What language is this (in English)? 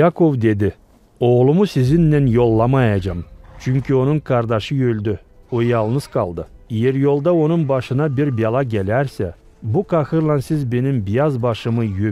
Gagauz